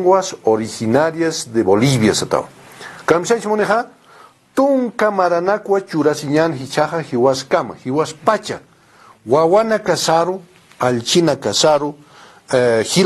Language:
Aymara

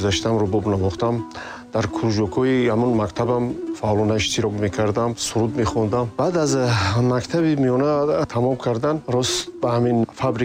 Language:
Tajik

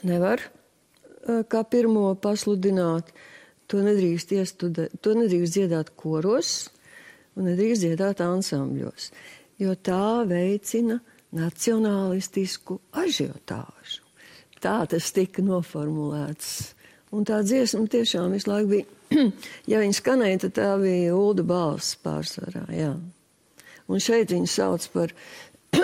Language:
Latvian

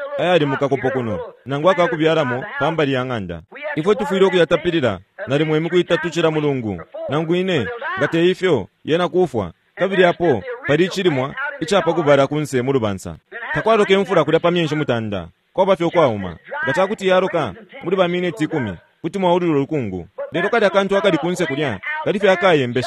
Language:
Bemba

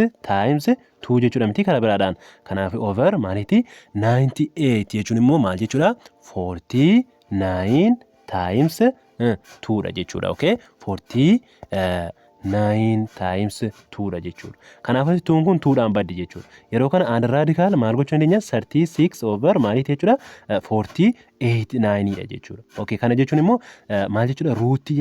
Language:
Oromo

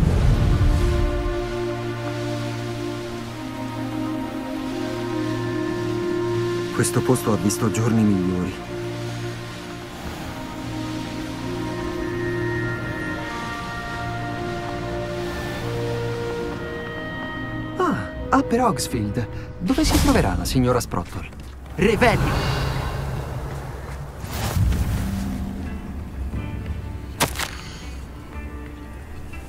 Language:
Italian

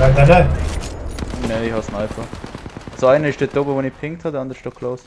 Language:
Swiss German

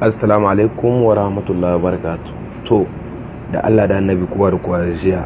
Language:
Hausa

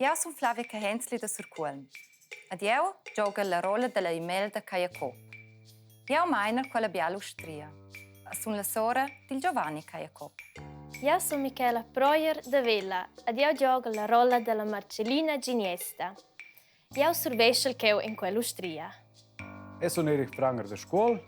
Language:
Romansh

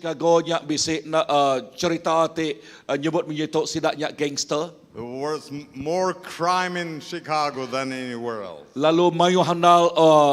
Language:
Iban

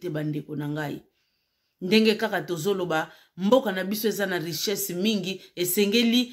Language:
Lingala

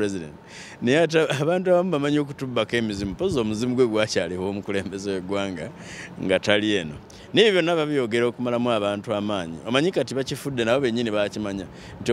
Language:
Ganda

